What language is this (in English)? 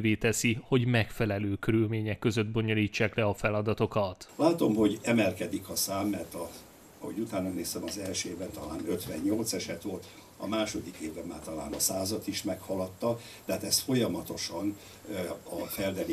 Hungarian